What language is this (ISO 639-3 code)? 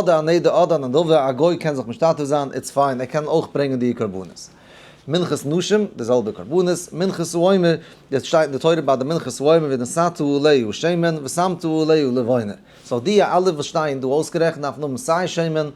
yid